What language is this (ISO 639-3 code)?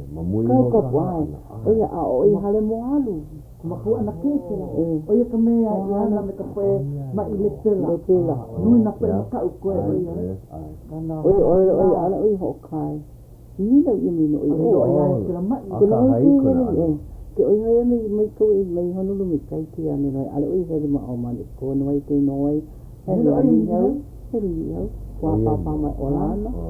haw